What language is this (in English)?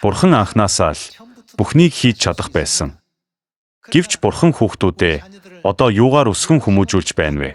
Mongolian